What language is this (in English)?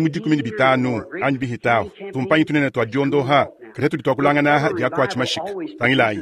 Luba-Lulua